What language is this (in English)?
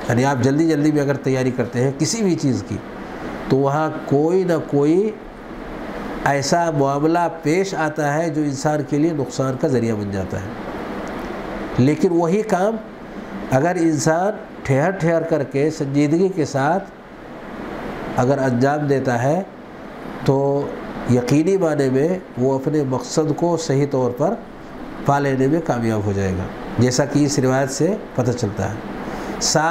Urdu